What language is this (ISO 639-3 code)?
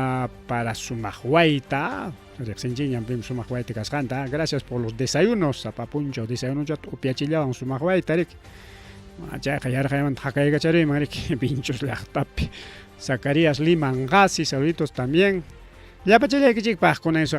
quy